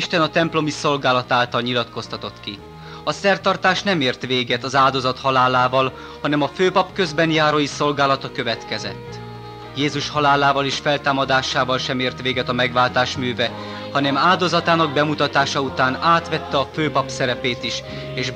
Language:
Hungarian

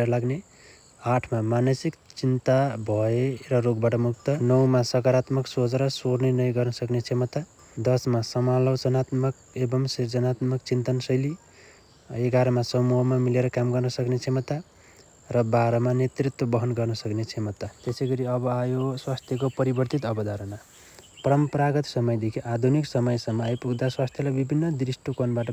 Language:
Nepali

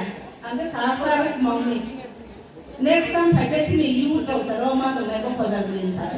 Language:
Riang (India)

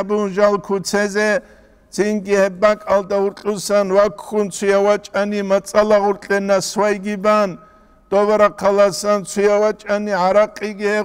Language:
Avaric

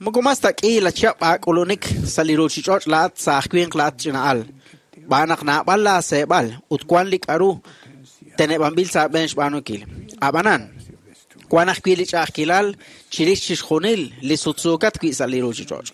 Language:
Kekchí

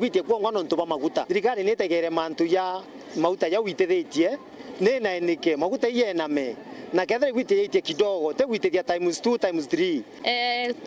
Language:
Meru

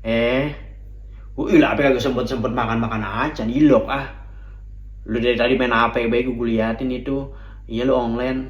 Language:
Betawi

